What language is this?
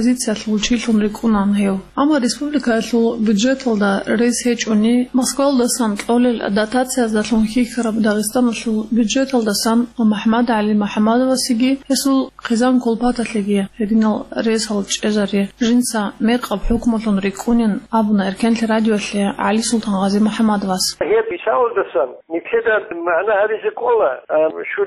Avaric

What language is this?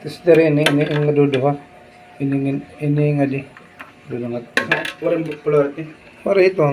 Waray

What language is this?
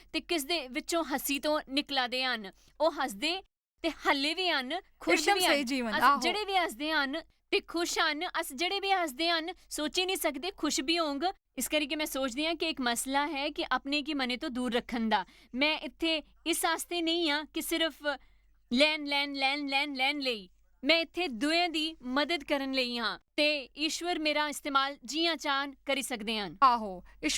Dogri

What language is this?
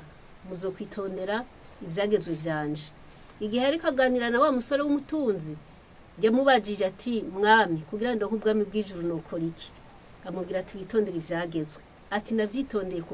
Rundi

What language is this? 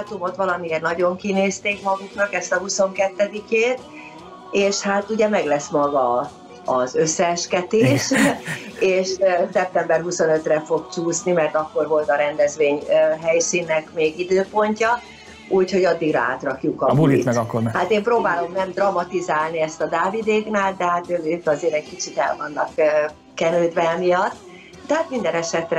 Hungarian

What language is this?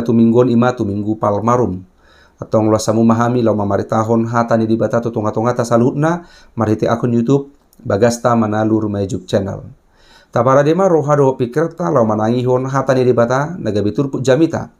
Batak Toba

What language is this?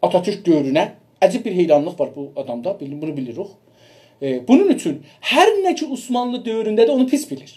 South Azerbaijani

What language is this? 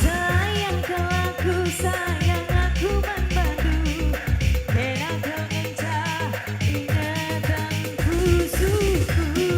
Batak Karo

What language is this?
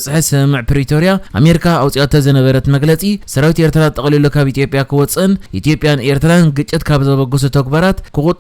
Tigrinya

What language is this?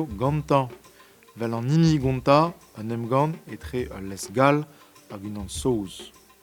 Breton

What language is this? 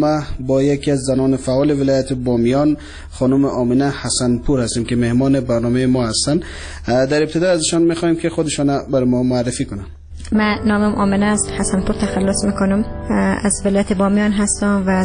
Persian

